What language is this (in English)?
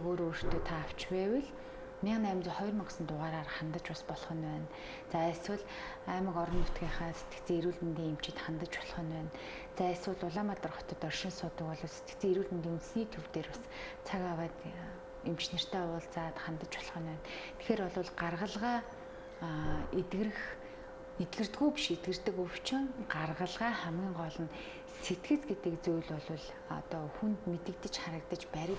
Mongolian